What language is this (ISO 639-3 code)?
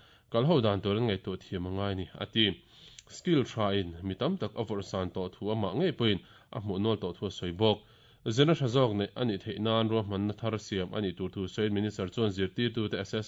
lus